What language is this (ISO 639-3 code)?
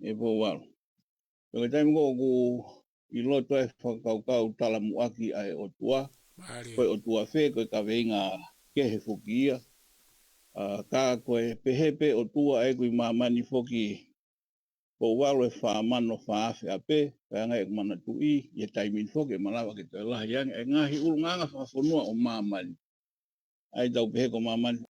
ton